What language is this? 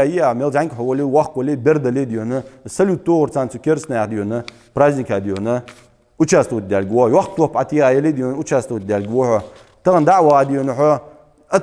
Ingush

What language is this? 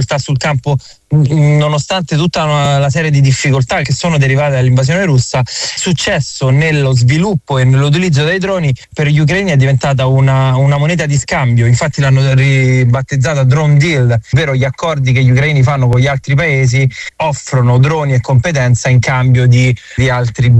Italian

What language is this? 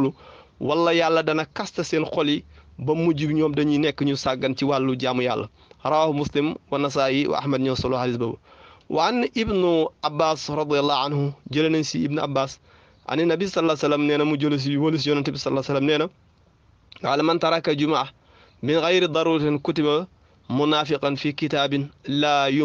Wolof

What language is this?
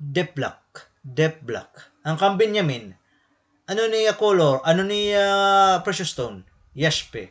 Waray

